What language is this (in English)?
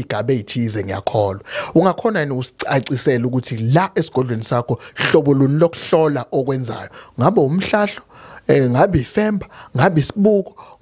Zulu